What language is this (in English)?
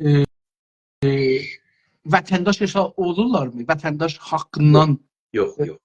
South Azerbaijani